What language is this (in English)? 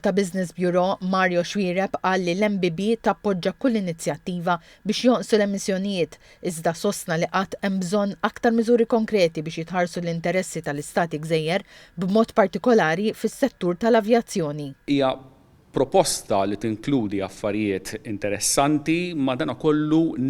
Maltese